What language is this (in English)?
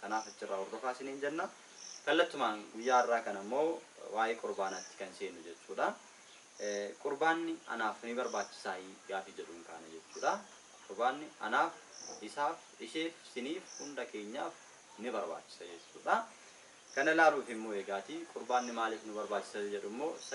Oromo